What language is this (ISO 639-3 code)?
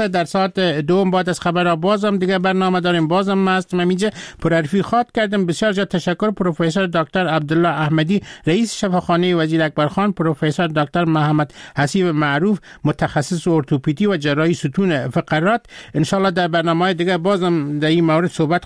fas